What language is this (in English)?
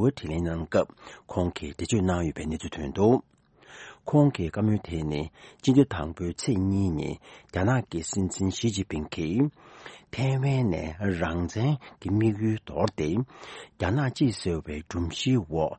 Tibetan